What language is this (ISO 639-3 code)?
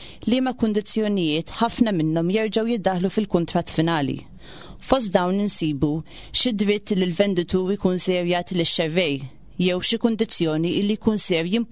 mlt